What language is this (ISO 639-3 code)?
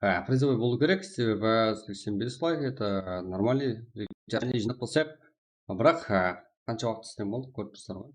kaa